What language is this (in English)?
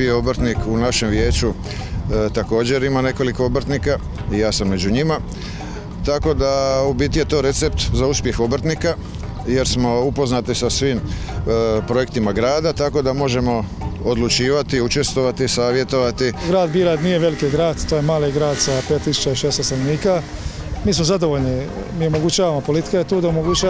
Croatian